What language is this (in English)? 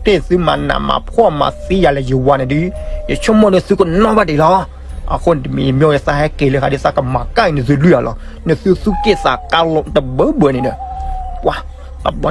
S'gaw Karen